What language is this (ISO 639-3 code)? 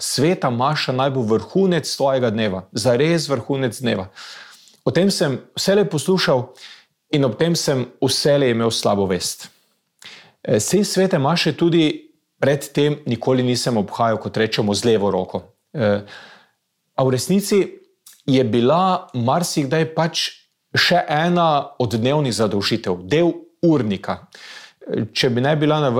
slv